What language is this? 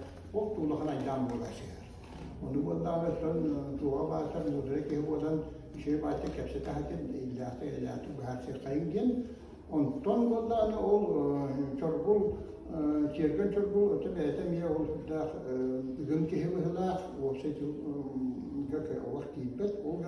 Yakut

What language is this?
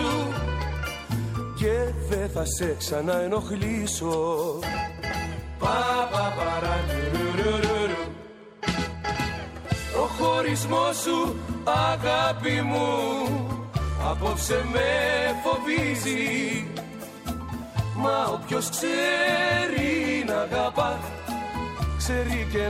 Greek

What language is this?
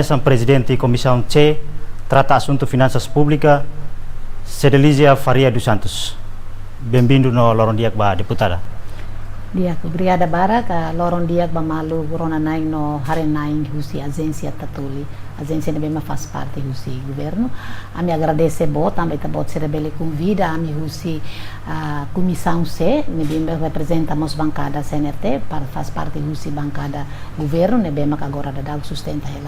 Tetum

